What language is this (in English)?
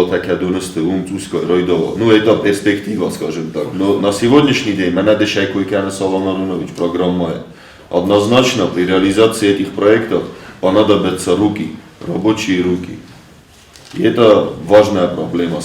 Ossetic